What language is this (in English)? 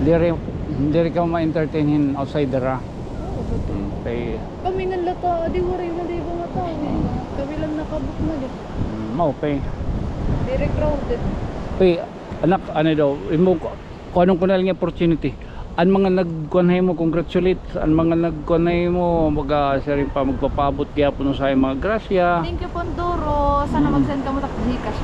Waray